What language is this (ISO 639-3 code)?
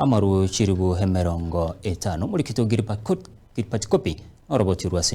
guz